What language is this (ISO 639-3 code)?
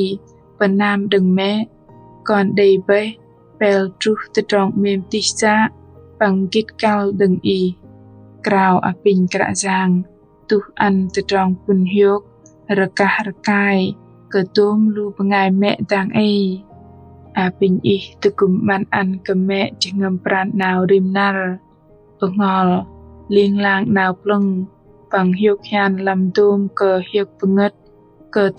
bdq